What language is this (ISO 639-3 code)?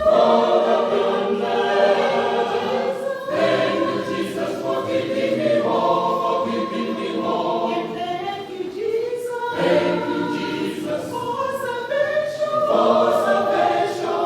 nya